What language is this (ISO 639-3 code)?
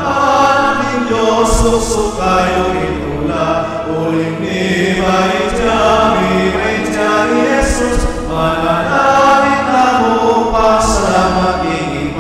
pam